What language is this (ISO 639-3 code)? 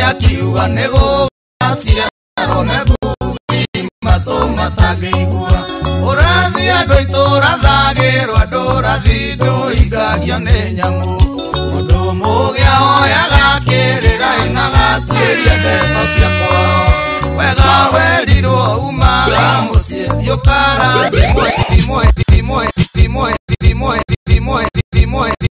kik